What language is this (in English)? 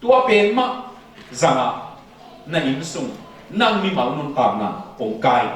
Tedim Chin